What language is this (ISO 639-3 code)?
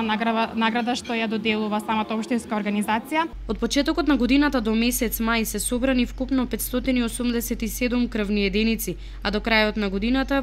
mkd